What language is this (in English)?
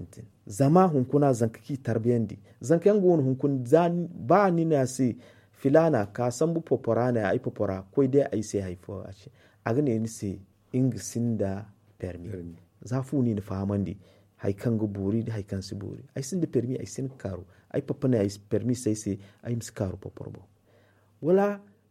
Zarma